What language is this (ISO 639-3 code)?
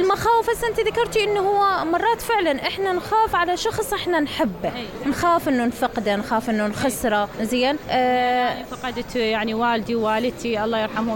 acm